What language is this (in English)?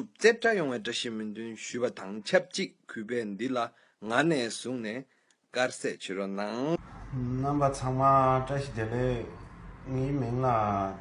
Tibetan